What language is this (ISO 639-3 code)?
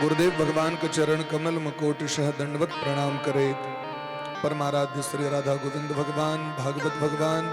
mai